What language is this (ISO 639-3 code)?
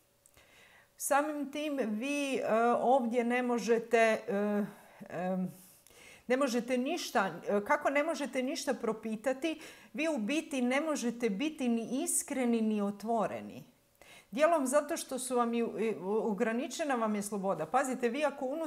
hrv